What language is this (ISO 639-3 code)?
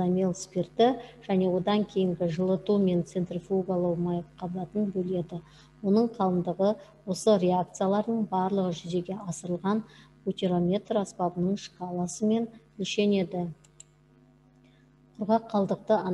kaz